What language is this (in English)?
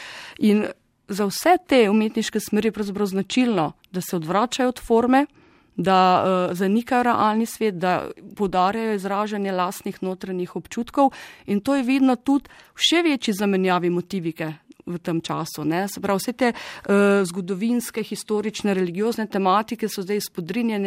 Slovenian